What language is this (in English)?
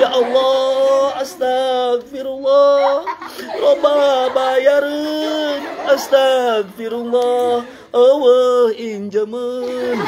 Sundanese